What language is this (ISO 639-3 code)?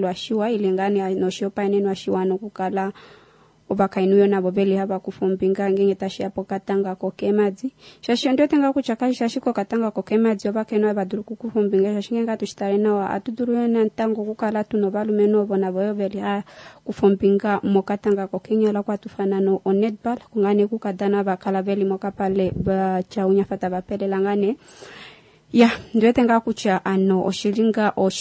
kua